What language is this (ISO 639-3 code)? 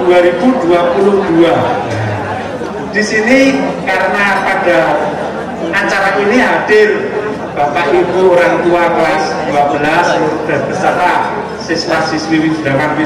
ind